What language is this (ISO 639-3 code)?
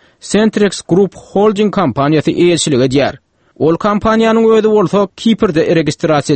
tuk